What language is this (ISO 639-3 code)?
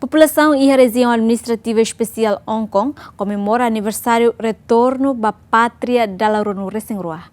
tet